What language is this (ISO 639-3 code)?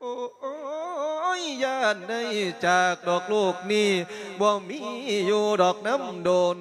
lao